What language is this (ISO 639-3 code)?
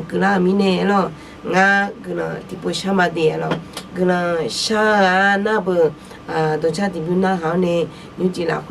ahk